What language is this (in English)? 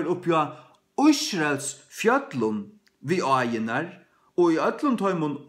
Faroese